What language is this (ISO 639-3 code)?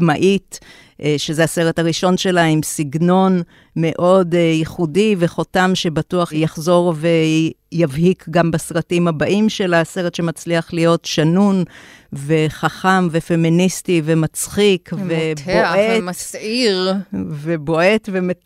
heb